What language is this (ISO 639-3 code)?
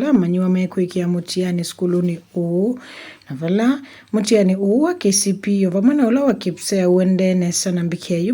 kam